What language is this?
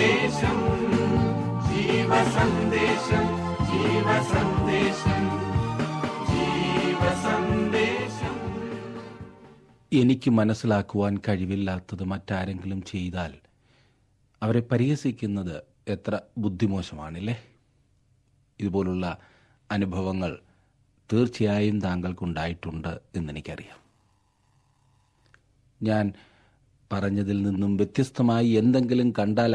Malayalam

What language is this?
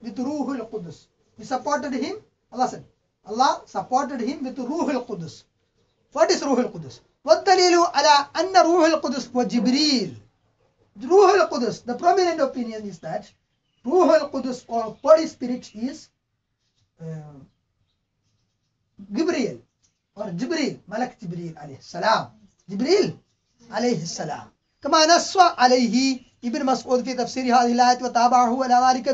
English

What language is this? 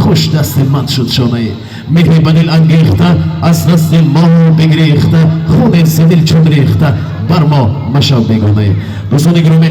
Tajik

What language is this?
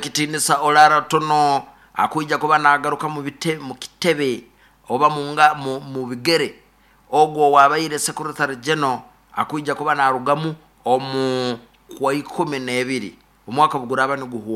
Nyoro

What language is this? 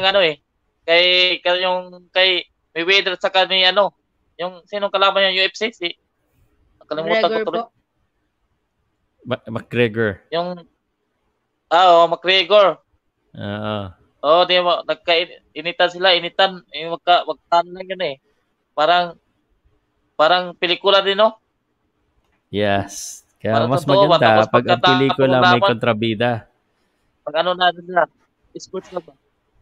Filipino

